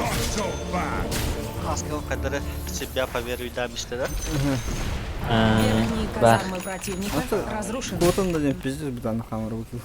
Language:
Yakut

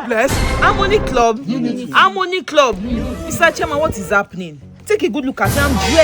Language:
Nigerian Pidgin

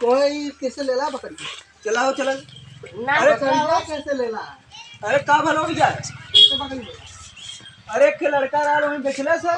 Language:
Awadhi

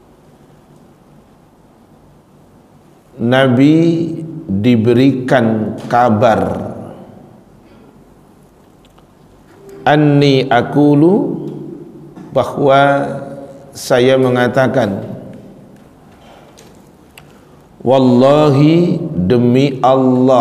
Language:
Indonesian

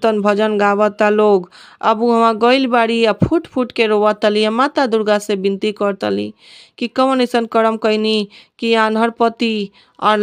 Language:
Bhojpuri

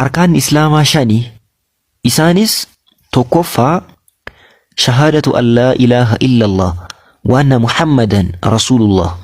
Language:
Oromo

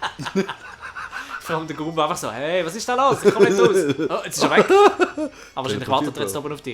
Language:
Swiss German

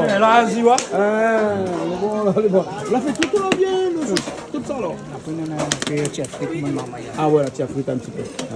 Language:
Réunion Creole French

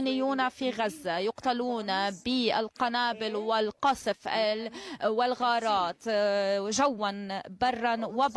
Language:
Tunisian Arabic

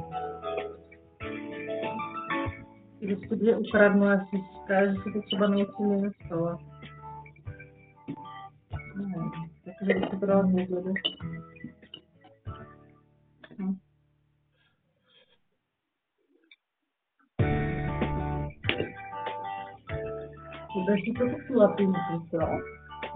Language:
Czech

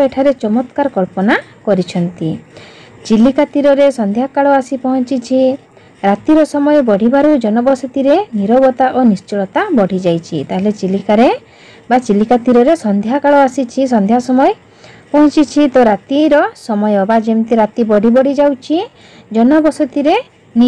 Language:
Odia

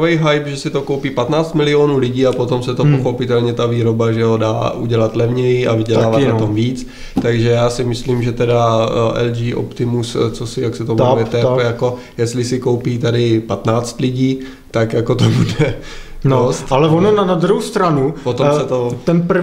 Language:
Czech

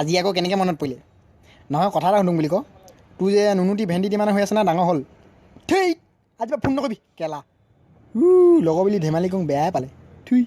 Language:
Assamese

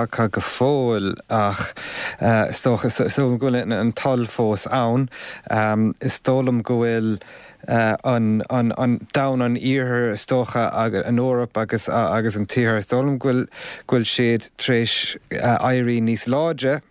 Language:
Irish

